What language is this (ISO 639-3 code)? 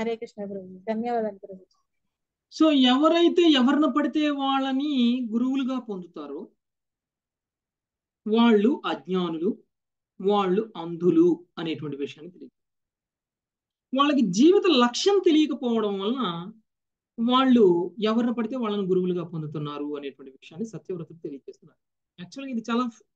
tel